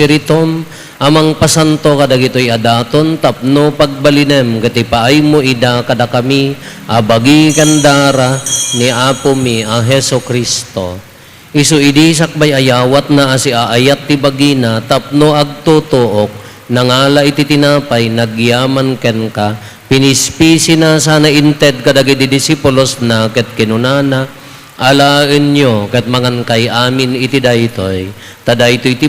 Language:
Iloko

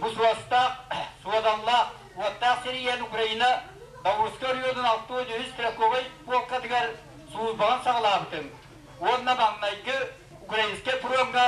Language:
Yakut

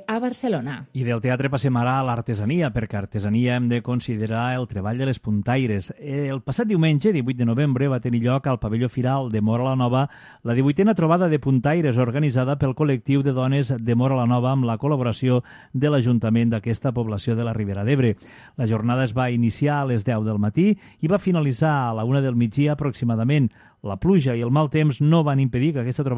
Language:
Catalan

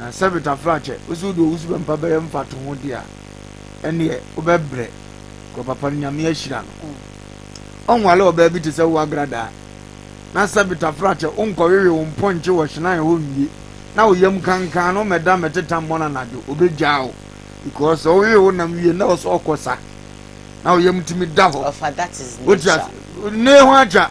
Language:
Akan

